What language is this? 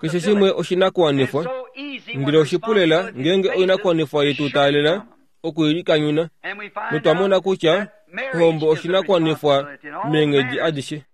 Kuanyama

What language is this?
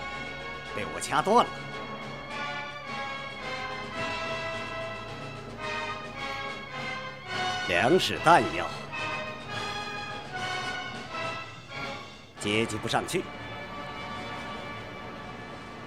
Chinese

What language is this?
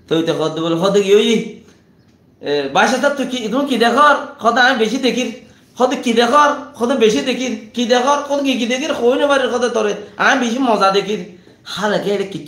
Rohingya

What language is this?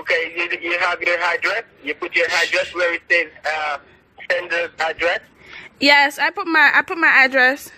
Jamaican Creole English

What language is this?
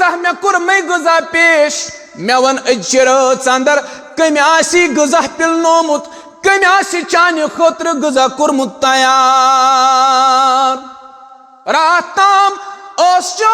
Kashmiri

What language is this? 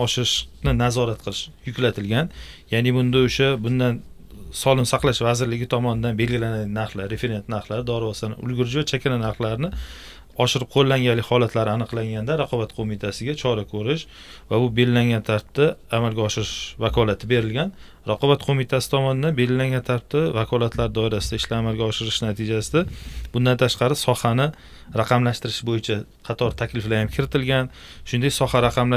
Uzbek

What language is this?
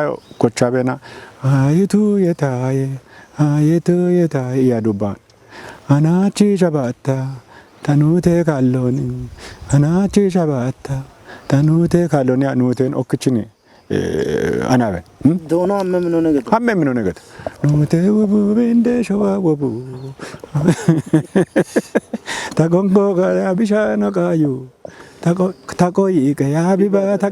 Kafa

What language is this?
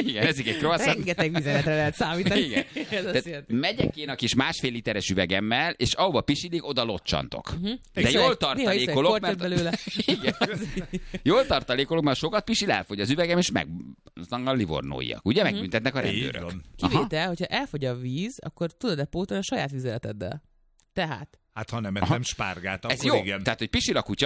Hungarian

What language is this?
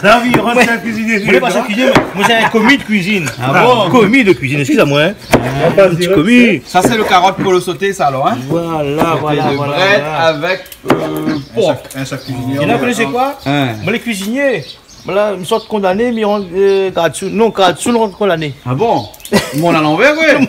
Réunion Creole French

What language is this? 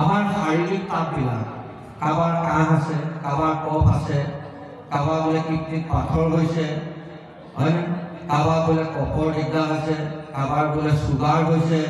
Assamese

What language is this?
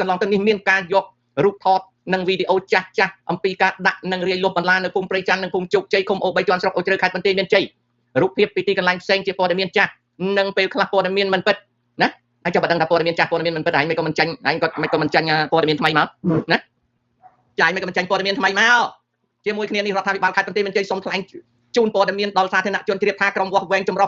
Khmer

